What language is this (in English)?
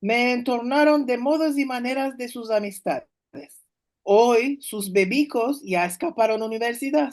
Ladino